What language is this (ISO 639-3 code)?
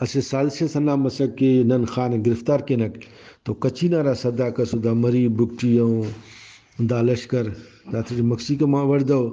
brh